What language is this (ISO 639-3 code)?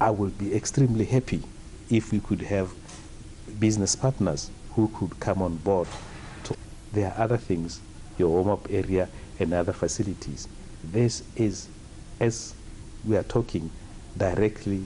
tsn